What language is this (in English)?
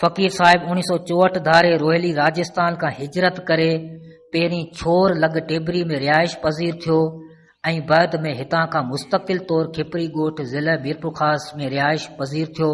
Sindhi